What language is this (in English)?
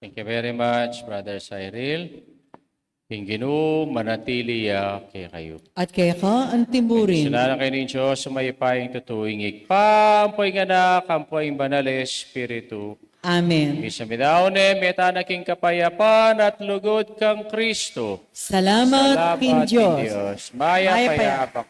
Pampanga